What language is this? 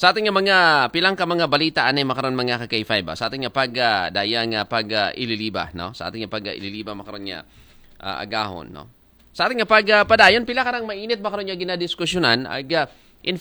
Aklanon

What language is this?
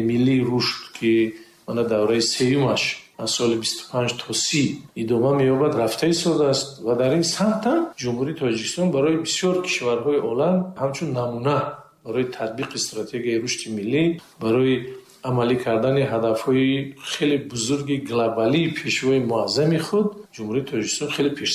Tajik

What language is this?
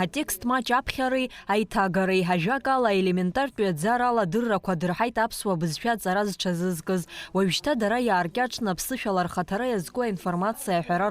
Abkhazian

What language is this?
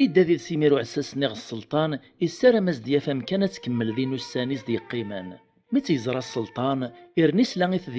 Kabyle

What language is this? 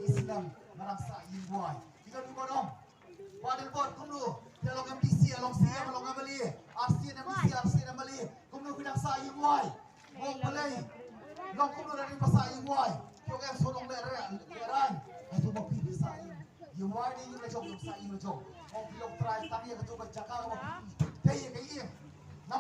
Khasi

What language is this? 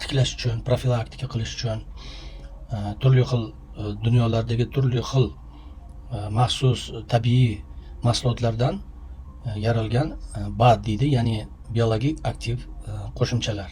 Uzbek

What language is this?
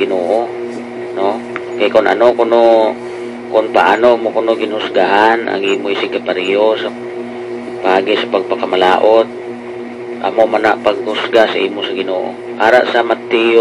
Hiligaynon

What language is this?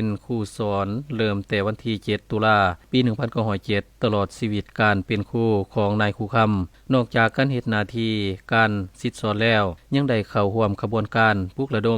Lao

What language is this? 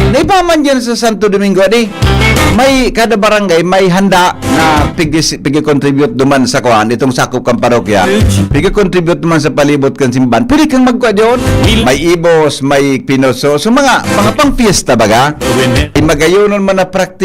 Bikol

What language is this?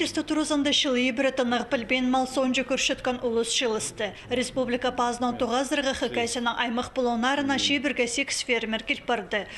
Khakas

